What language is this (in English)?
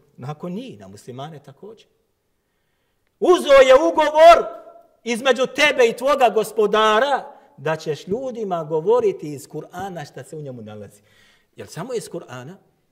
Bosnian